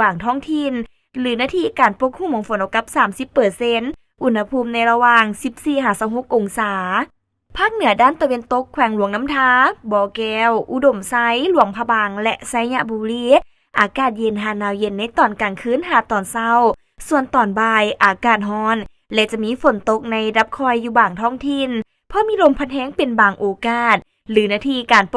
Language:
Lao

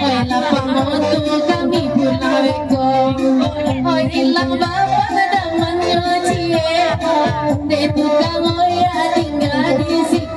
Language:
Minangkabau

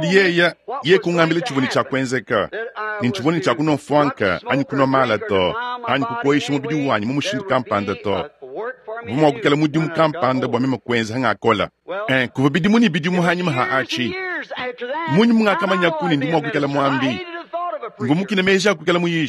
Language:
Luba-Lulua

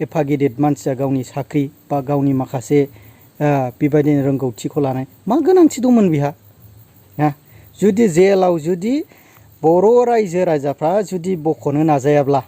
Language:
Bodo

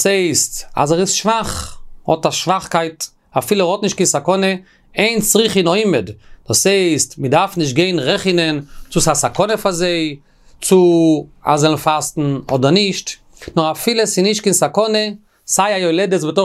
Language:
Yiddish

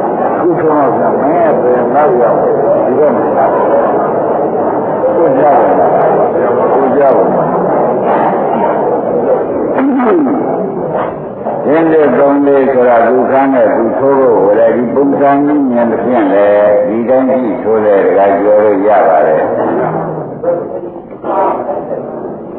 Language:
Burmese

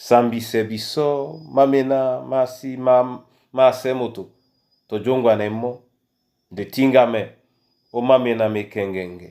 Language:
Duala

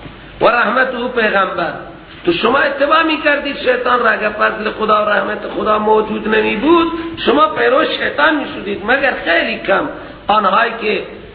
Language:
Persian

